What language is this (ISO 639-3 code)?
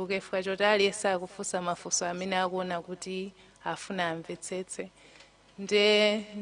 nya